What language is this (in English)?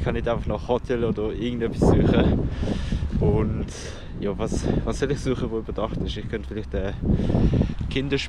Swiss German